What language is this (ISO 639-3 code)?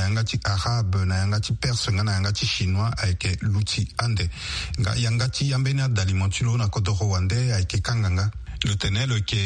sag